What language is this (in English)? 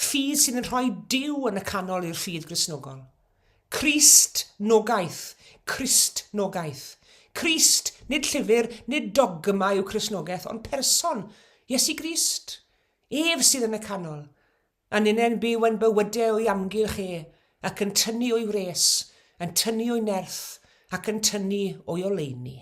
Welsh